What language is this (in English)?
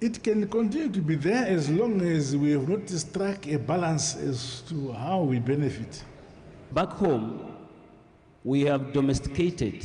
Tswana